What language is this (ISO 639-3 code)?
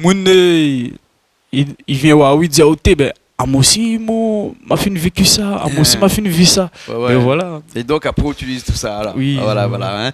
rcf